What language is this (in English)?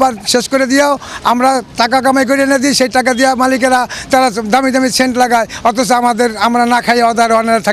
Bangla